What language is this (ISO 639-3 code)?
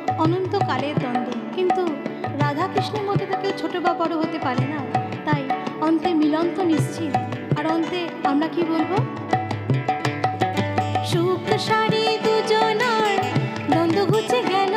ben